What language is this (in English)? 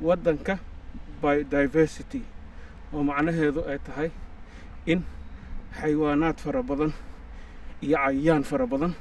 Somali